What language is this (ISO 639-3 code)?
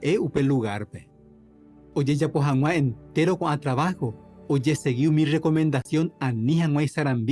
grn